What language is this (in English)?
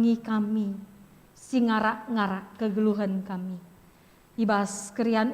Batak Karo